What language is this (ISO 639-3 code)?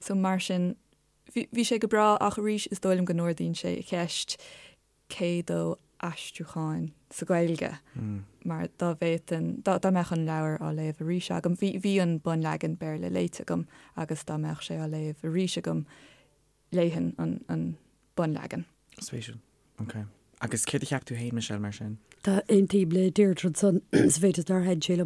gle